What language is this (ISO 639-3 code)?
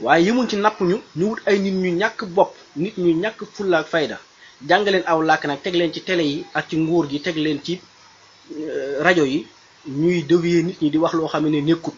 wol